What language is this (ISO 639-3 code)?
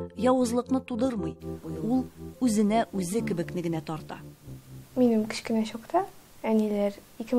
tat